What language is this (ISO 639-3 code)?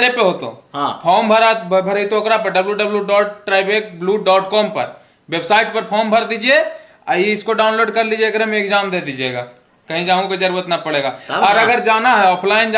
mag